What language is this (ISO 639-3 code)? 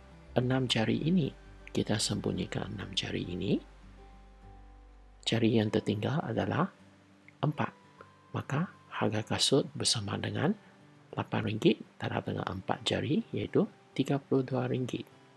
msa